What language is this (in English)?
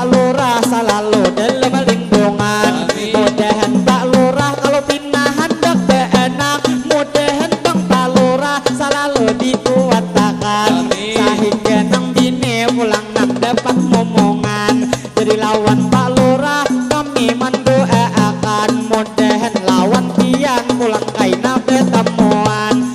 Banjar